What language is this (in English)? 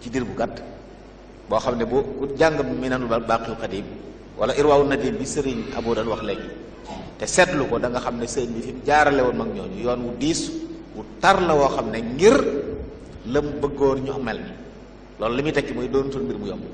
Wolof